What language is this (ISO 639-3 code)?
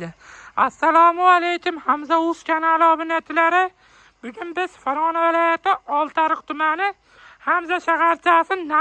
uzb